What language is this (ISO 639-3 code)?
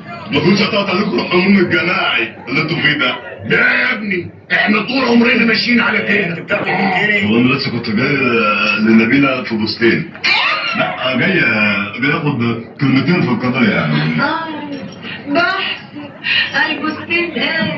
arz